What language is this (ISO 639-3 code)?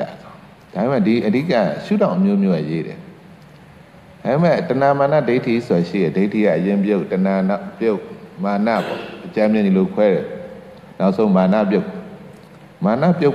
mya